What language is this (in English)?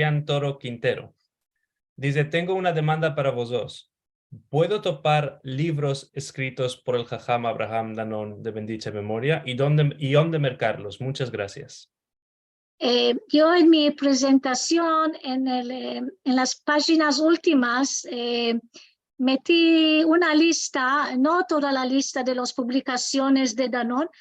Ladino